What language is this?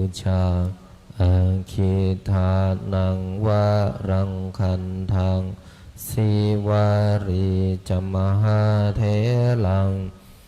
Pali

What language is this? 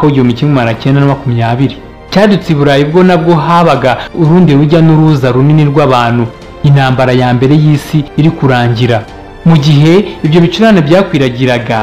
Kinyarwanda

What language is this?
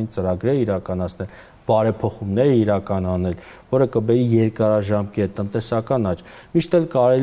Armenian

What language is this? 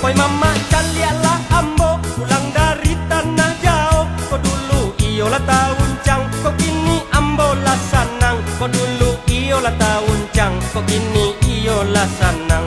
Minangkabau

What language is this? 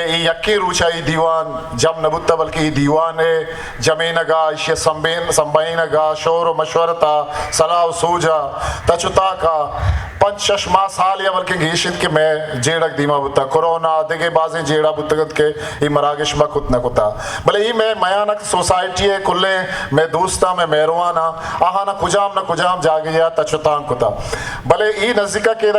Eastern Balochi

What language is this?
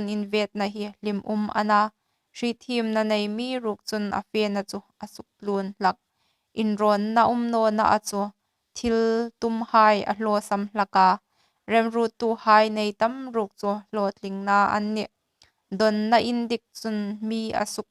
Hmar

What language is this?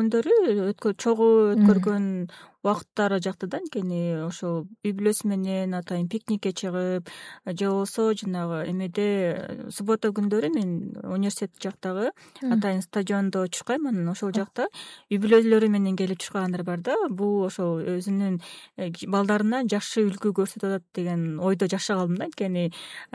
Kyrgyz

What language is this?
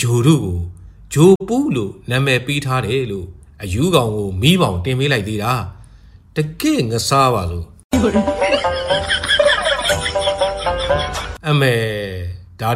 Burmese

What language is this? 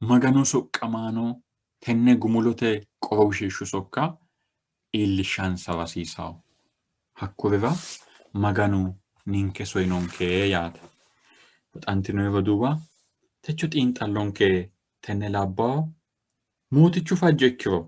Sidamo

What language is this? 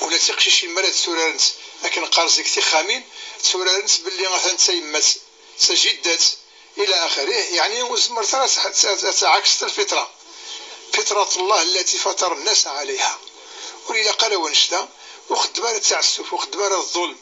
Kabyle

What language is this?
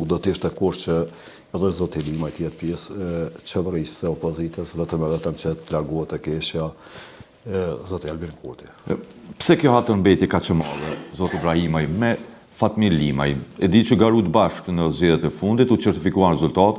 Albanian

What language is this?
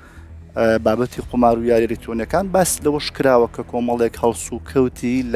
Central Kurdish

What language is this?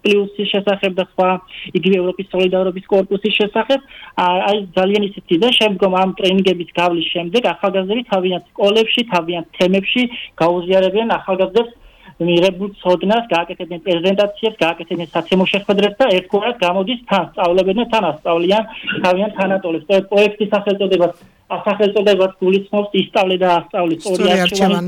Georgian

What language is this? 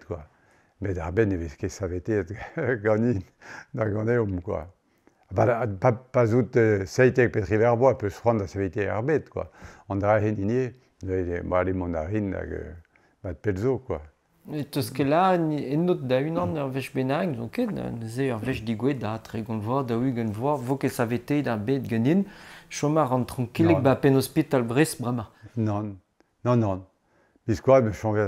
Breton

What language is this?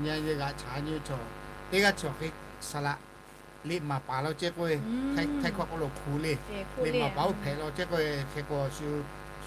Lahu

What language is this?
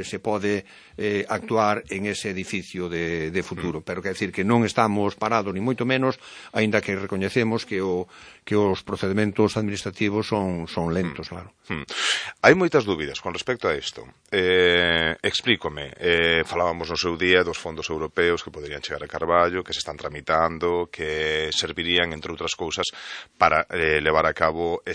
Galician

